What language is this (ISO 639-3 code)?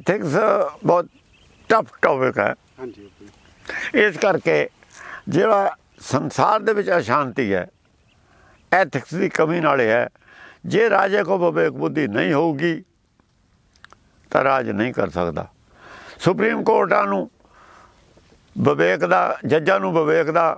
pan